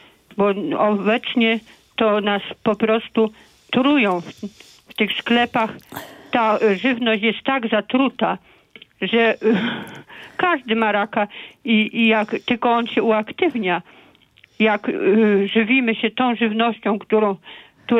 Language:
Polish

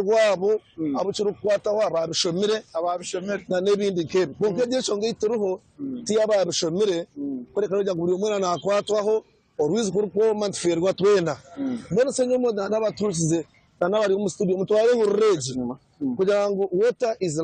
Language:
Nyankole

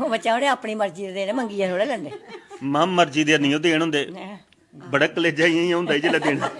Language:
Dogri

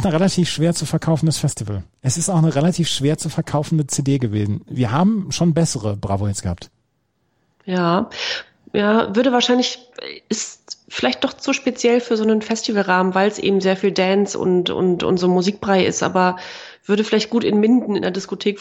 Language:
German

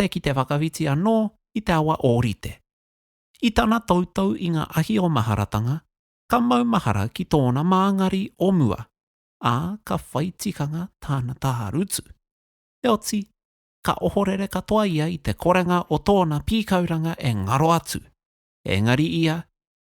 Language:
Māori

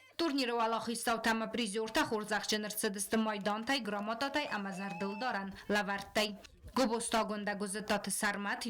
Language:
Ossetic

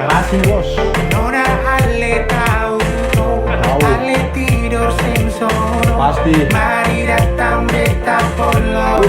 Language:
Ambonese Malay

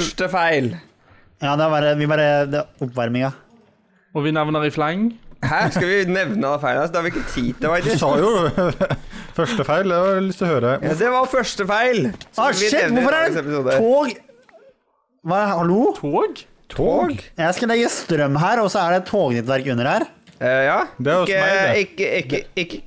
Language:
Norwegian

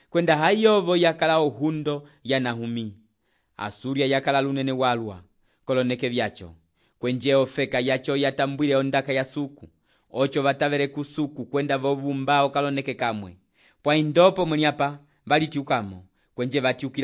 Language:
Umbundu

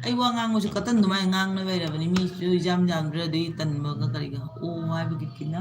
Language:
Manipuri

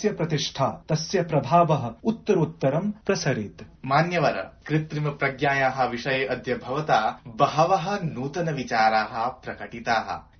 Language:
Sanskrit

